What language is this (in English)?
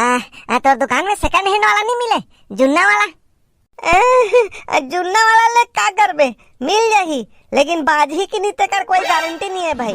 Chhattisgarhi